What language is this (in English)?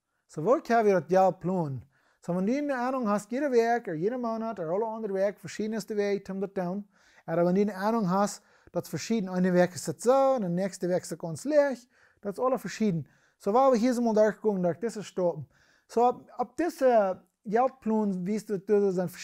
Plautdietsch